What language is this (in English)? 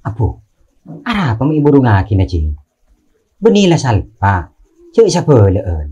Madurese